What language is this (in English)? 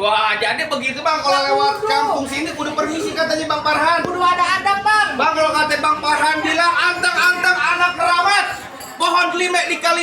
Betawi